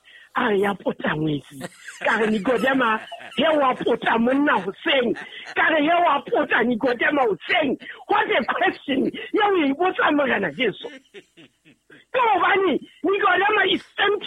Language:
Southern Sotho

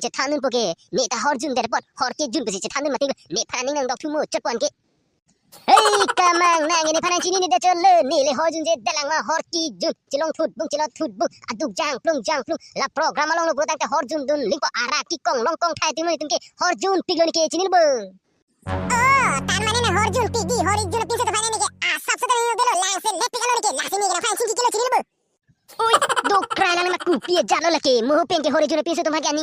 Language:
Karbi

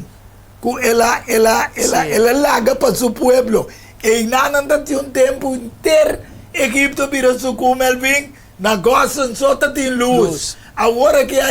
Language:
Papiamento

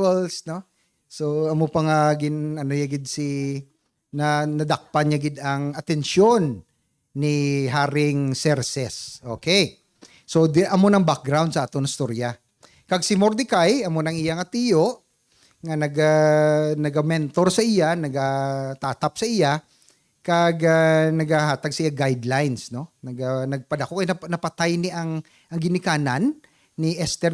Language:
Hiligaynon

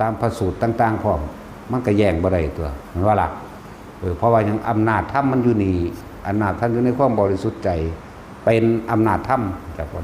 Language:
Northeastern Thai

